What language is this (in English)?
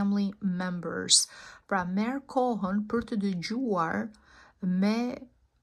Albanian